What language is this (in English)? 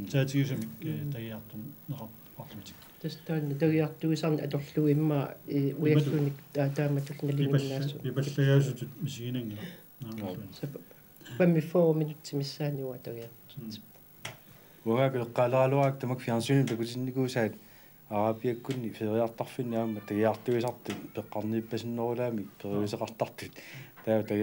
Kalaallisut